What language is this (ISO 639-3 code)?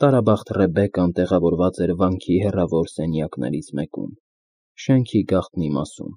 hye